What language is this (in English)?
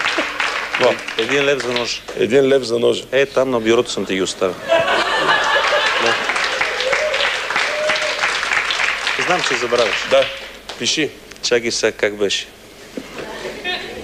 Bulgarian